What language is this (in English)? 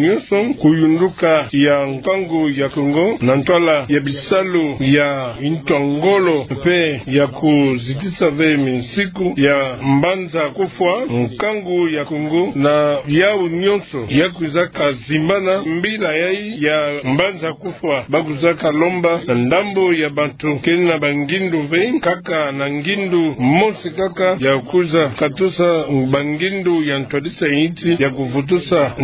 Kituba (Democratic Republic of Congo)